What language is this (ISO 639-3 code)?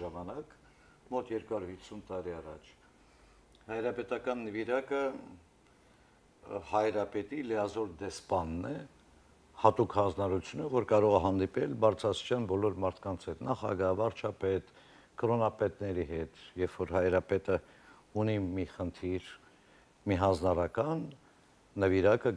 hye